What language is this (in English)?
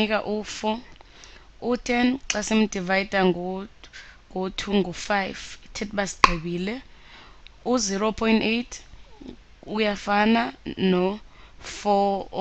Xhosa